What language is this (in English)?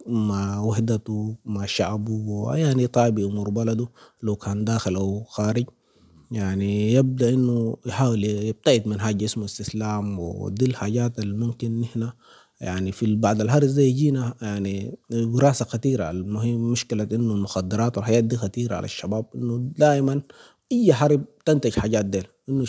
Sudanese Arabic